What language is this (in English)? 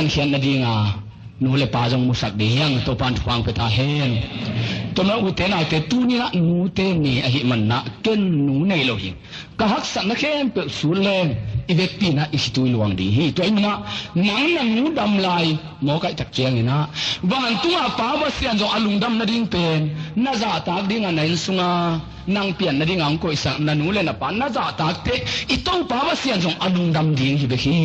Tedim Chin